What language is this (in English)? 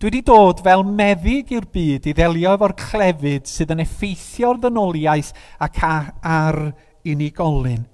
Welsh